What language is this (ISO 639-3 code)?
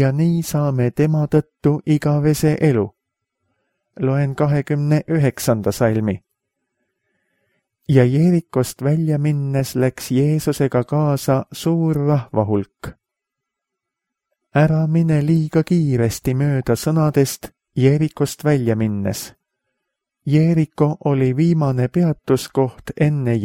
est